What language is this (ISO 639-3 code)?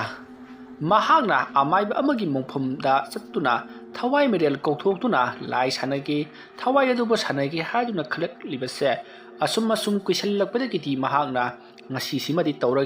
mni